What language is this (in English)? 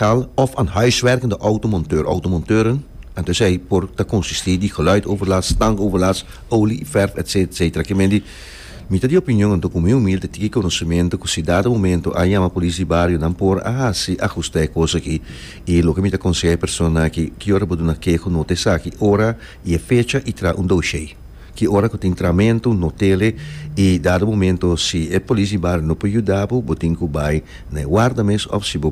Papiamento